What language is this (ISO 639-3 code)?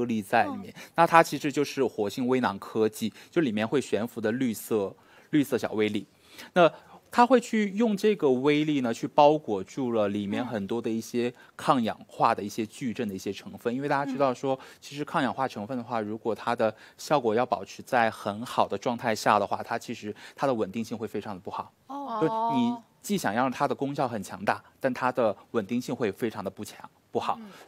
zho